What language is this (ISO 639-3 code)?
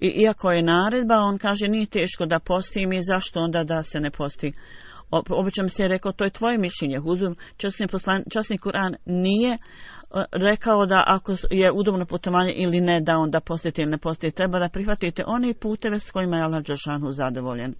bos